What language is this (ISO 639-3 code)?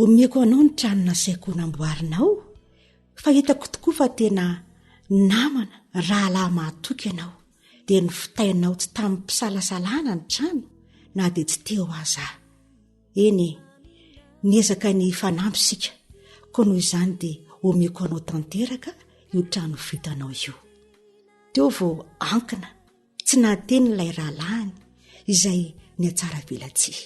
mlg